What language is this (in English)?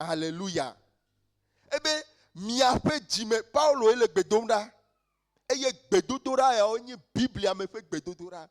Ewe